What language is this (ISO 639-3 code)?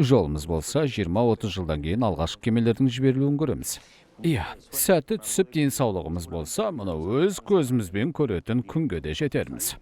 kaz